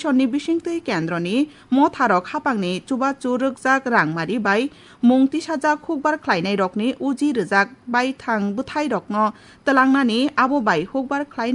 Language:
Kok Borok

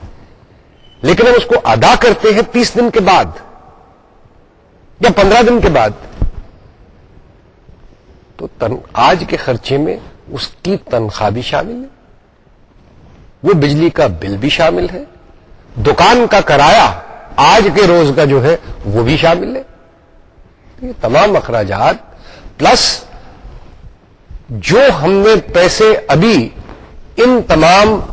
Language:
Urdu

